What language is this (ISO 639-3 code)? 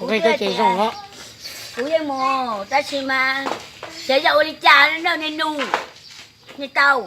hmn